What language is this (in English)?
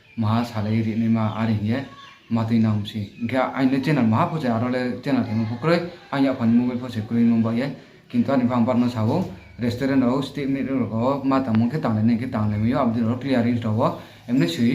Riang (India)